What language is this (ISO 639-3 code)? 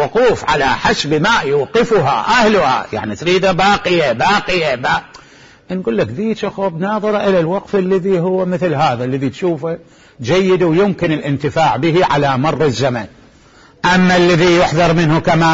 acm